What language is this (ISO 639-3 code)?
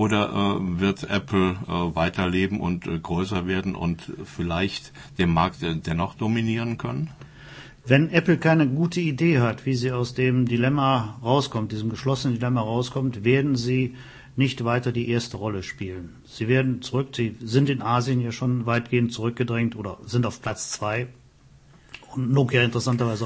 deu